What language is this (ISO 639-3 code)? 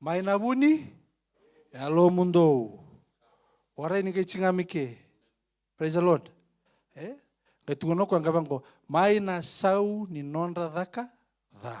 fij